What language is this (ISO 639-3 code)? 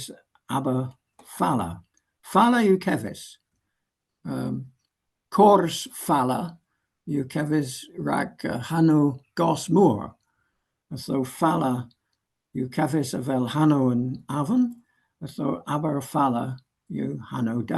cor